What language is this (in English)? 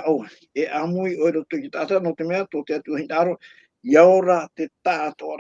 Tahitian